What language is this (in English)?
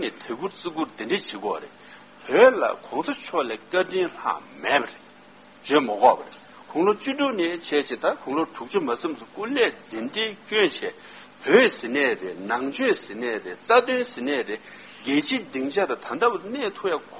Tibetan